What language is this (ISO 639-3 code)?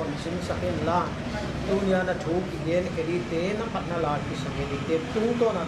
pck